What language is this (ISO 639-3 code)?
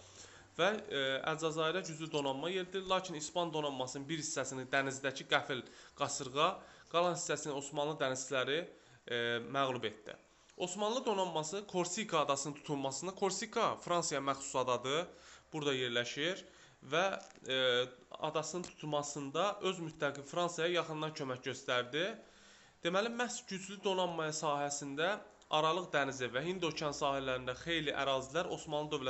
aze